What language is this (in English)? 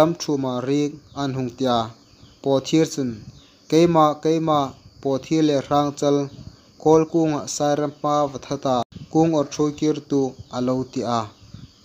Hmar